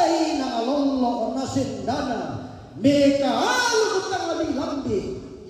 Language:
Toraja-Sa'dan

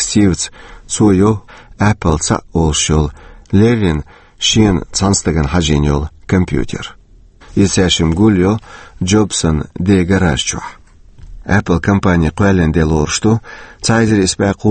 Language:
Chechen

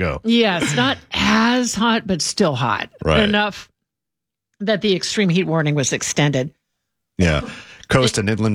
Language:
English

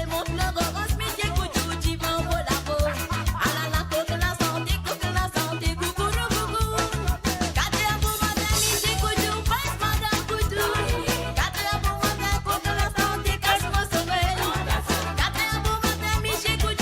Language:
Morisyen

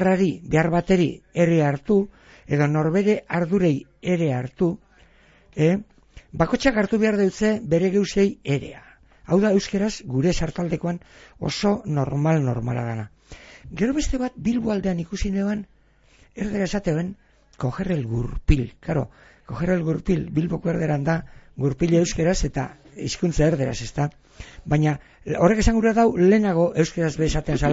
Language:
Basque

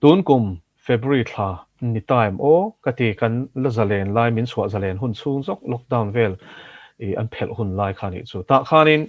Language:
Mizo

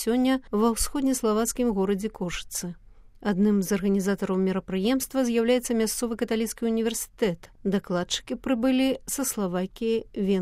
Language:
Belarusian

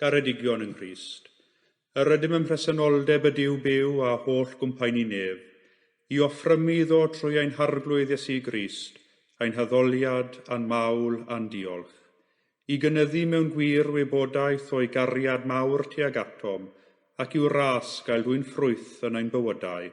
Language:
Welsh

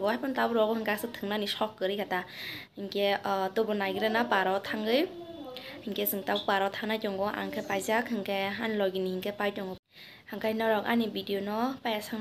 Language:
Kok Borok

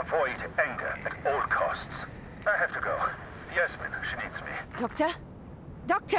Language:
Bavarian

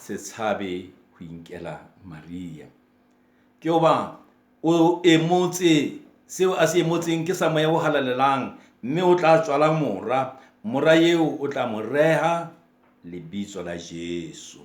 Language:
Southern Sotho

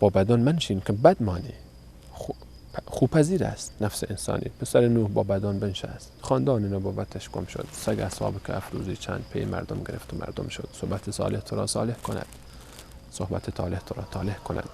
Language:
Persian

